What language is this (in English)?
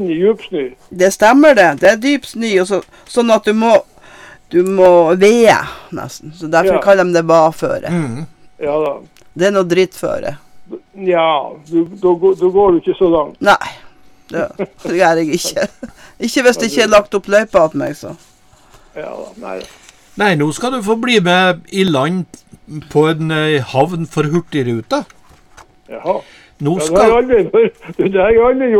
Norwegian